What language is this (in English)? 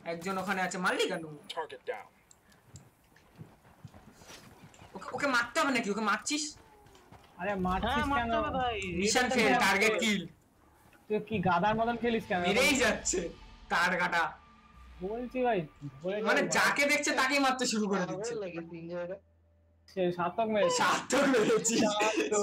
Bangla